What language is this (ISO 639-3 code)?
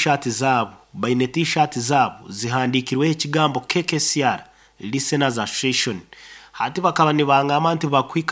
nyo